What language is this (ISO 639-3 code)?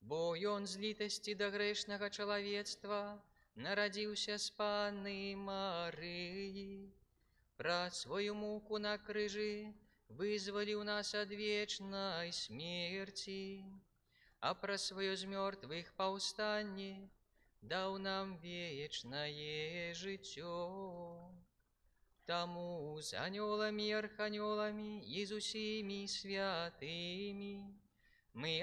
bel